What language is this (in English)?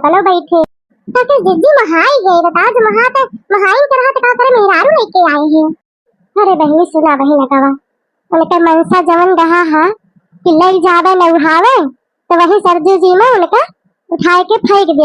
Awadhi